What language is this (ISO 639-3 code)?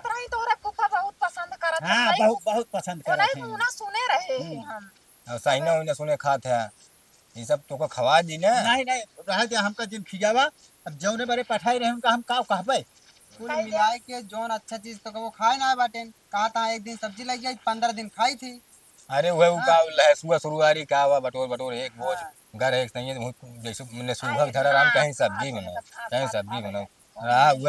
awa